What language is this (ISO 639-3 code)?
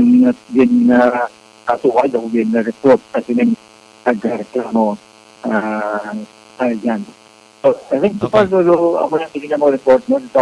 hil